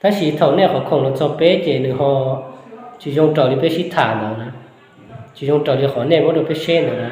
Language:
Hmong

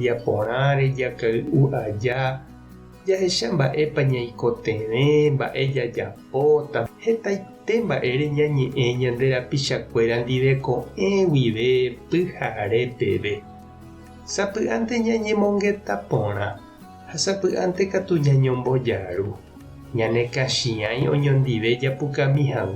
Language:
Guarani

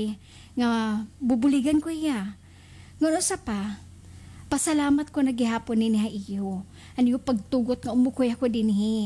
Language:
Waray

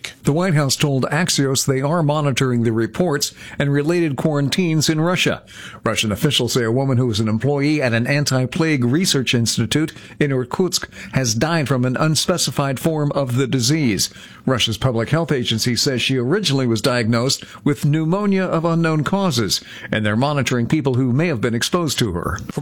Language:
English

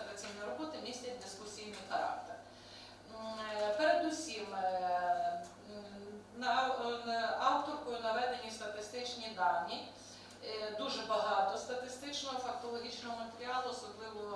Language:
Ukrainian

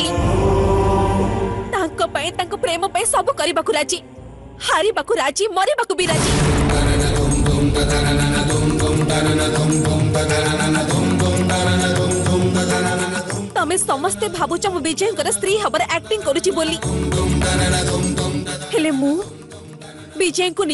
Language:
Odia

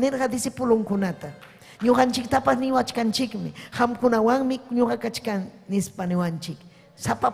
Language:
Ayacucho Quechua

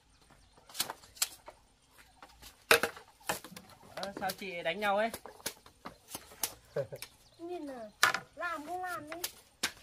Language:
Vietnamese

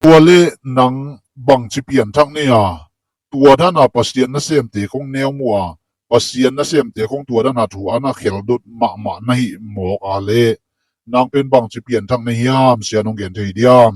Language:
Tedim Chin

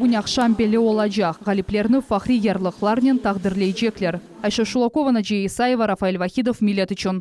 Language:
Crimean Tatar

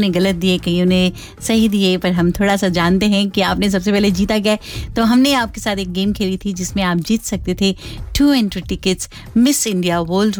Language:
Hindi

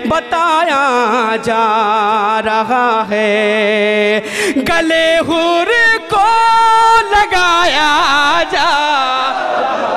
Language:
Urdu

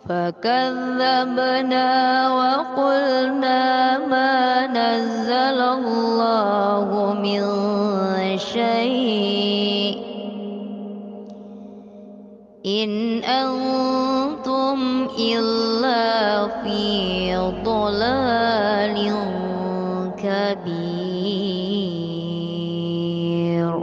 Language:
Arabic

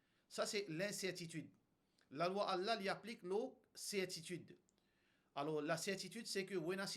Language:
Morisyen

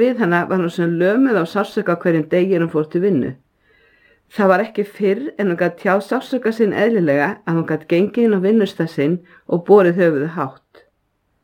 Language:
Icelandic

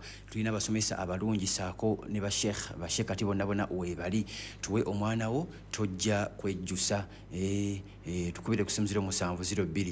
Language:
Ganda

